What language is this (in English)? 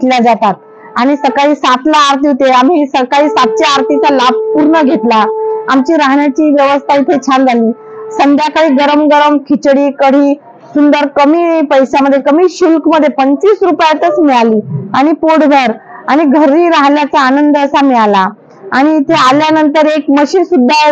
Marathi